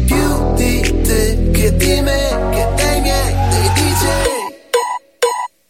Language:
Polish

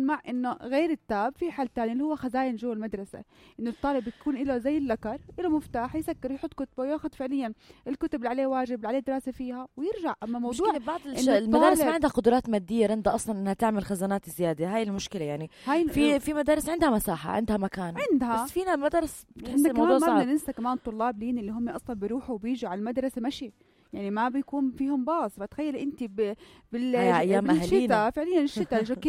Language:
North Levantine Arabic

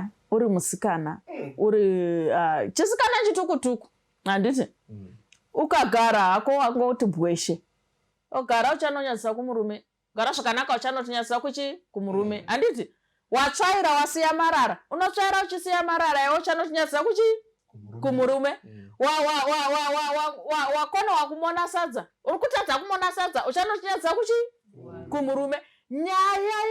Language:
Shona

